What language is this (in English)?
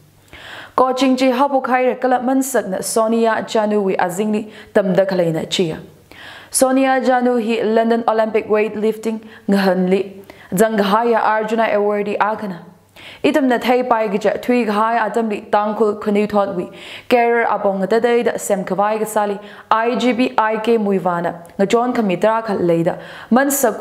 Tangkhul Naga (India)